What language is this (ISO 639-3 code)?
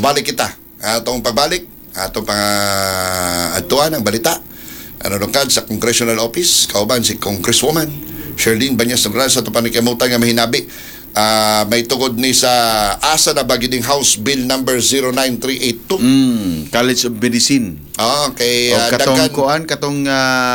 ceb